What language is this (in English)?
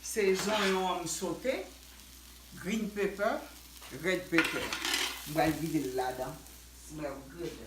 Haitian Creole